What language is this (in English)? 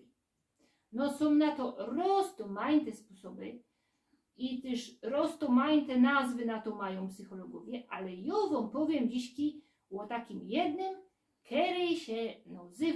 Silesian